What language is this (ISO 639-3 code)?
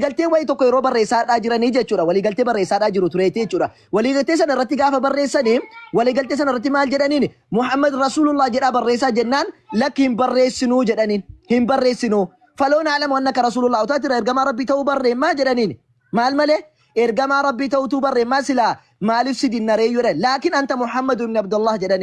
orm